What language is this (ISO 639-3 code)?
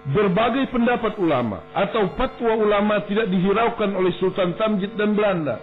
bjn